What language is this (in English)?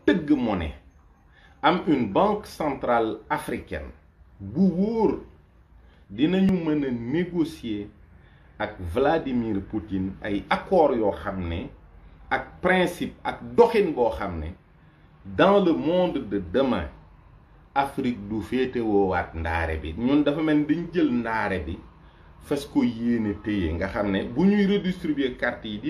Wolof